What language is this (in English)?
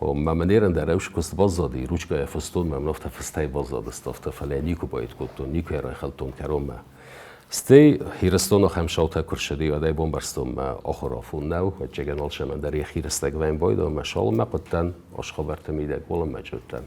Ossetic